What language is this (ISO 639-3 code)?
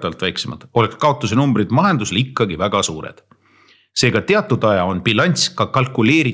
est